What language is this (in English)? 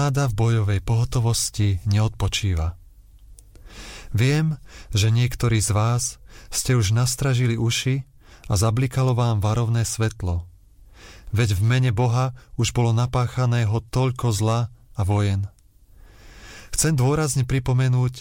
Slovak